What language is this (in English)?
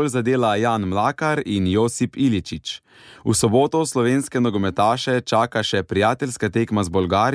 Slovenian